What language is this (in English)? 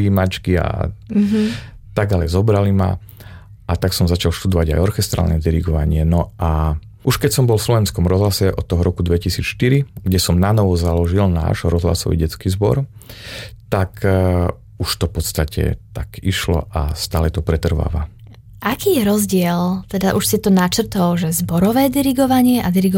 Slovak